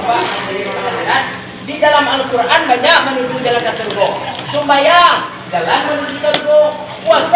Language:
Minangkabau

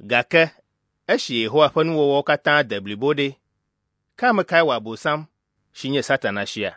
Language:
Ewe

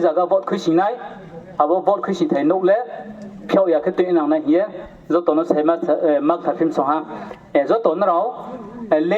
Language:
Riang (India)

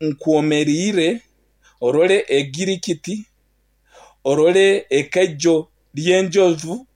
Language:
Nyankole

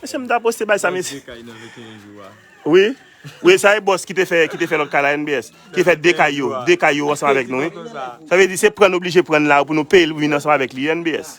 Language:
Haitian Creole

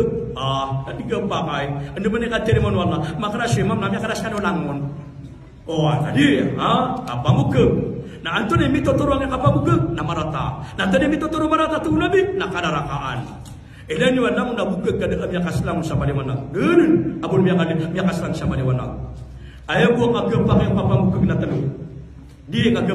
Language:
Maranao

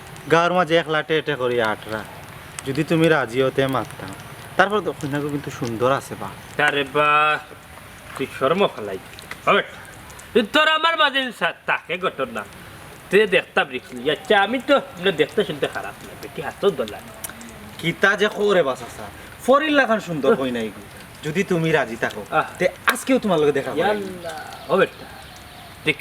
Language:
Sylheti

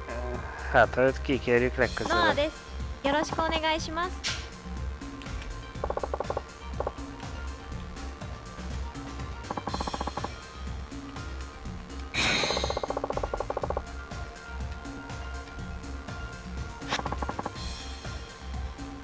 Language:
Hungarian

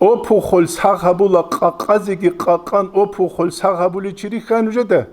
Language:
Avaric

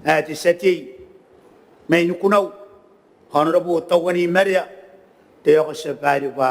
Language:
Gilbertese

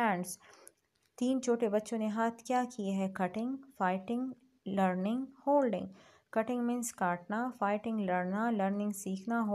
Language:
Hindi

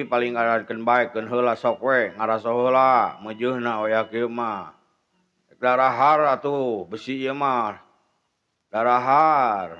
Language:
Sundanese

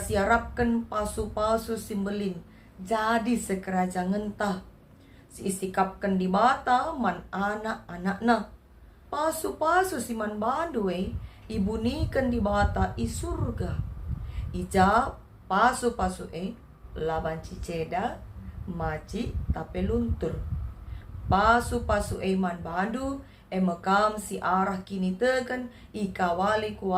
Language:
Batak Karo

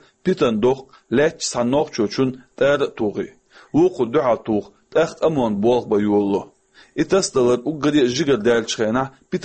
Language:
Chechen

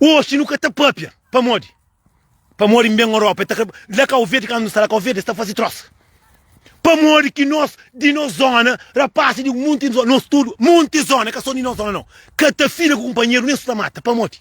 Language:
Kabuverdianu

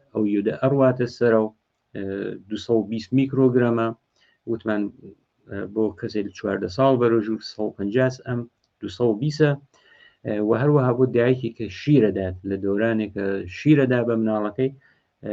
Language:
Central Kurdish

